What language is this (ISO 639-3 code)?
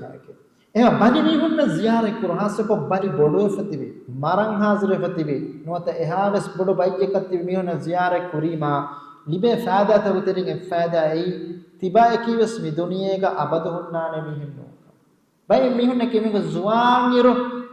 div